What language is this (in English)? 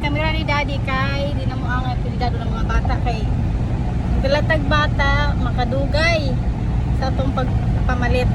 Cebuano